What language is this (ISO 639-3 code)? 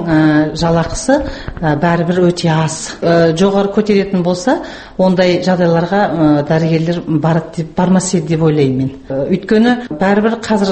kaz